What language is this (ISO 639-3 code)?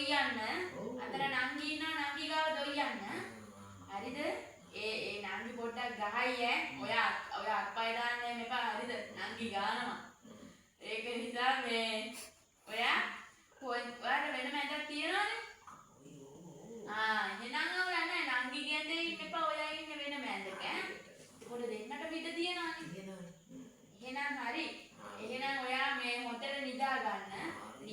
sin